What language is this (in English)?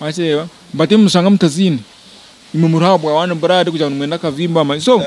Nyankole